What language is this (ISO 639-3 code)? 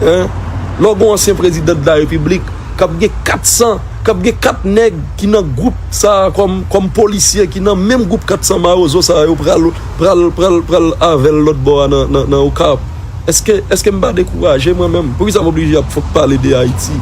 hat